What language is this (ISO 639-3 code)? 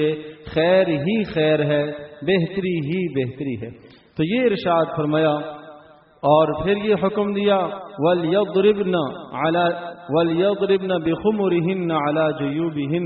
urd